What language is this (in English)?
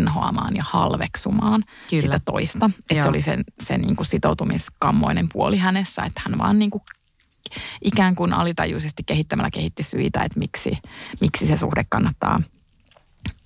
Finnish